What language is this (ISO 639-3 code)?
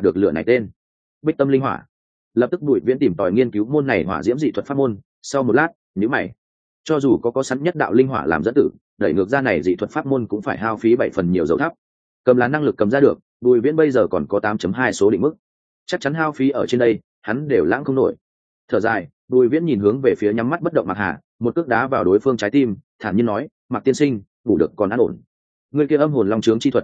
vie